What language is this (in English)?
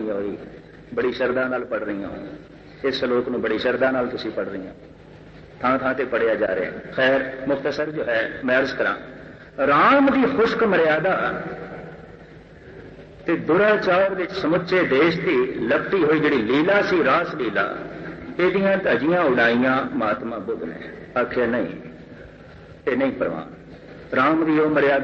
Punjabi